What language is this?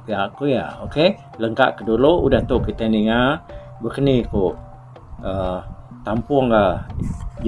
Iban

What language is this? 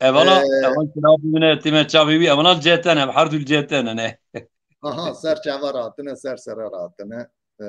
Kurdish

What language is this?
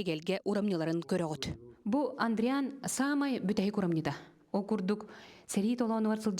Yakut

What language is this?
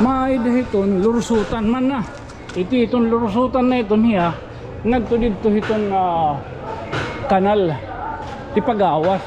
Waray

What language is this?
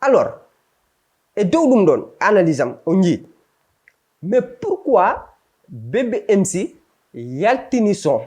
Fula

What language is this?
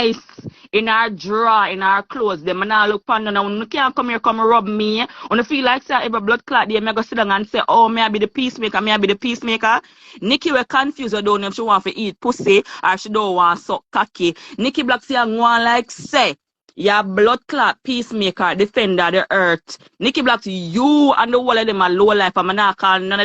Jamaican Creole English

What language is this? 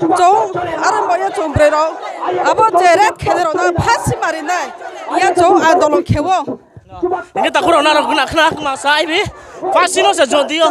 Riang (India)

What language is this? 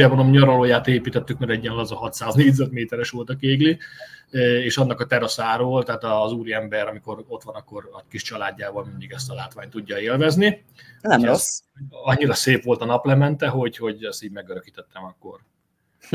Hungarian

